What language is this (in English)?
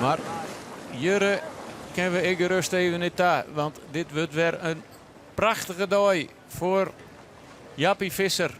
Western Frisian